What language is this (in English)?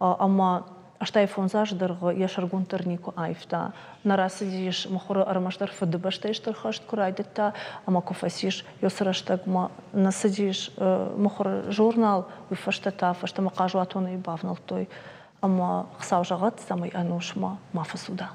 Ossetic